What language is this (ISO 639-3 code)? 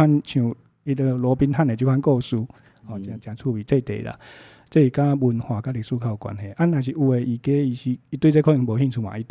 nan